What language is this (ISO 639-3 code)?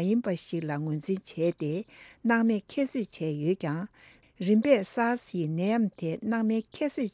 bod